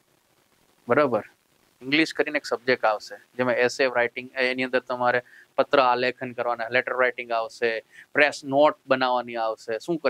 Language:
Gujarati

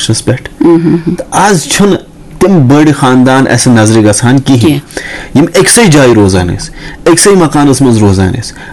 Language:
Kashmiri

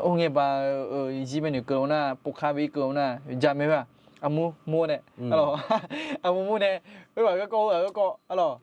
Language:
Akha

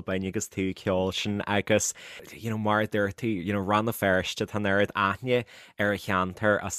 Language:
Irish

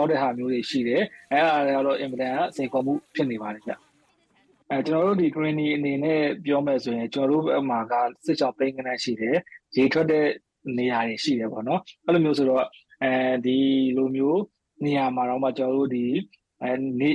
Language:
Burmese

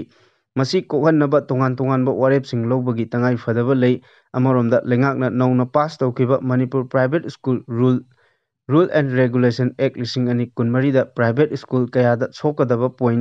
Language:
Manipuri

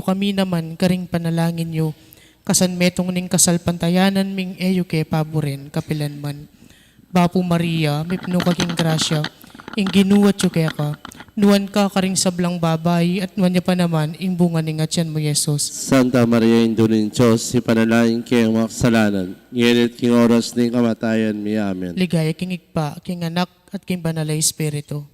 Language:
Pampanga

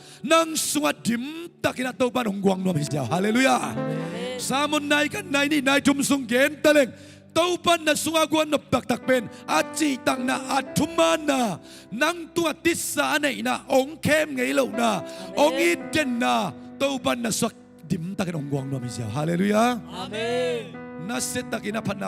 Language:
Tedim Chin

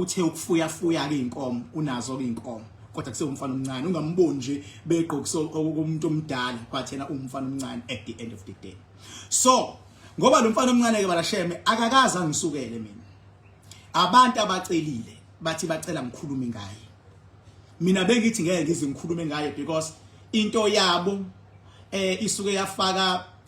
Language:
Zulu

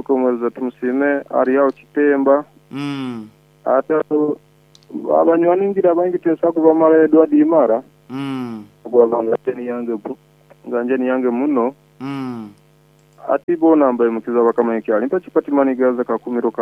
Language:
Nyoro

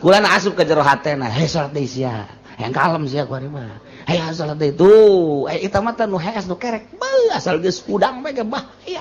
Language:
Sundanese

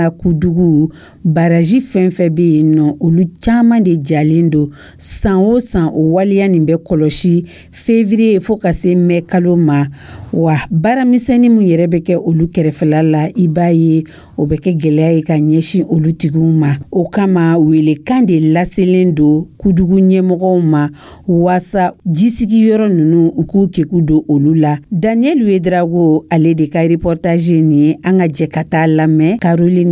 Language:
Dyula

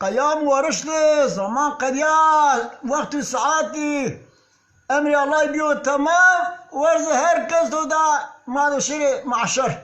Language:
Zaza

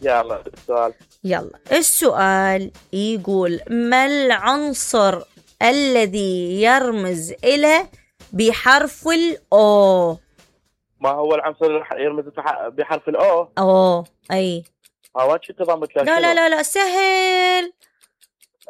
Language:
Mesopotamian Arabic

